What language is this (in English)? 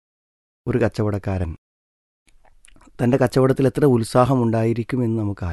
Malayalam